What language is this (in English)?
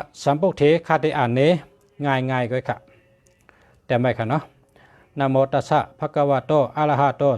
Shan